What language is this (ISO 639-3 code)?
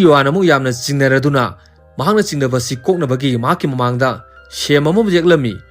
mni